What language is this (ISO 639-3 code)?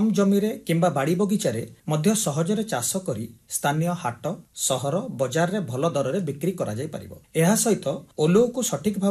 ori